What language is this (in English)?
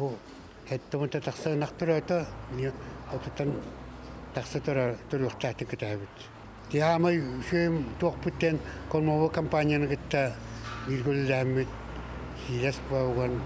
Yakut